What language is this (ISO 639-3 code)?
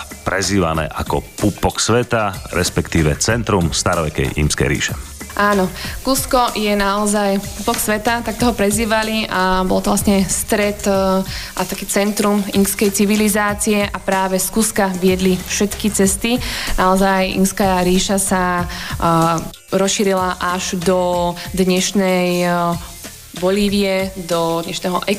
slk